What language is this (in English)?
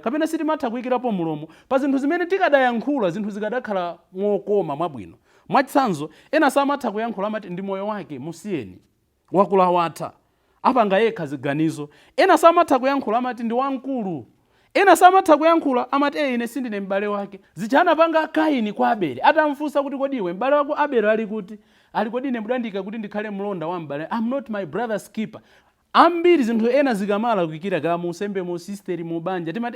Nyanja